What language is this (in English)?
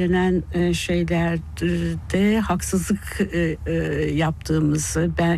Turkish